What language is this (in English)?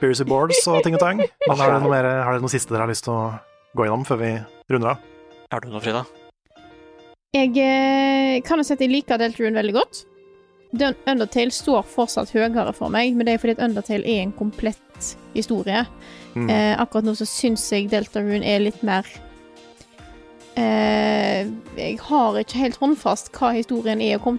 Norwegian